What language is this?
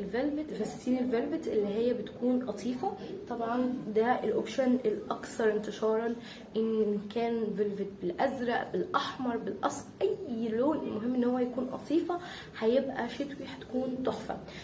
Egyptian Arabic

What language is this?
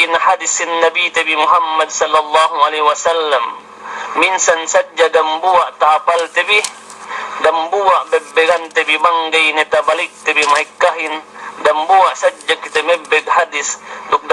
Yakan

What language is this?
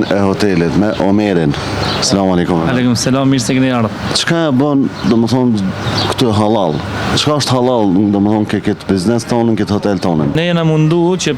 Albanian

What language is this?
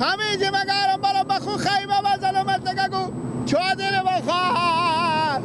Persian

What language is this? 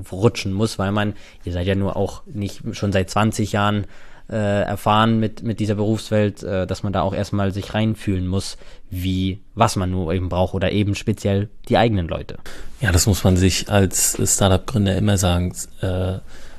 German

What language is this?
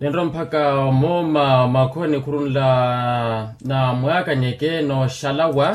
Makhuwa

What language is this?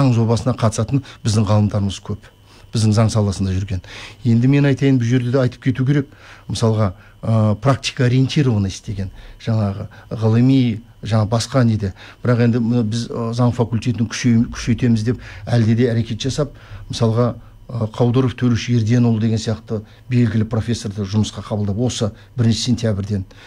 Kazakh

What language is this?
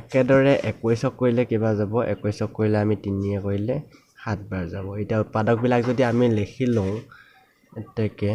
Assamese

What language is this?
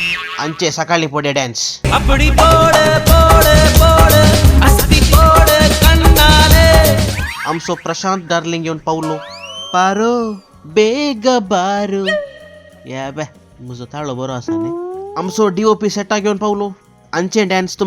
Konkani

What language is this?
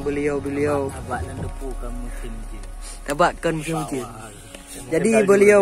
Achinese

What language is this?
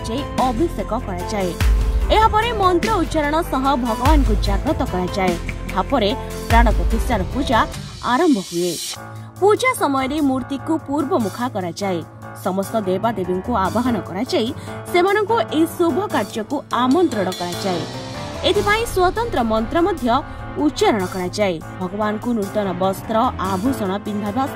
Odia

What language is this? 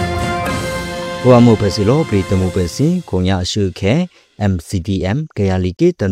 Burmese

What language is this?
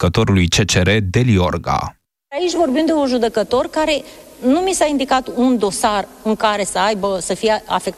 Romanian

